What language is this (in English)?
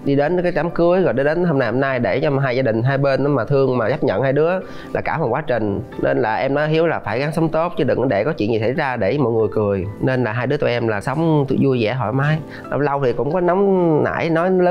Vietnamese